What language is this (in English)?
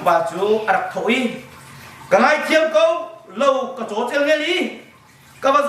Hakha Chin